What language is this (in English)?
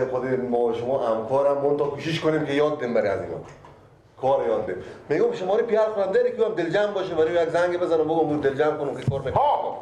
Persian